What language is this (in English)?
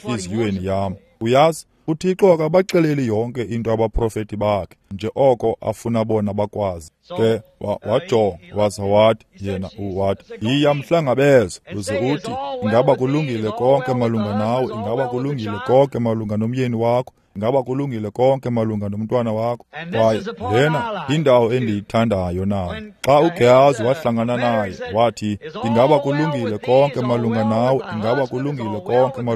Xhosa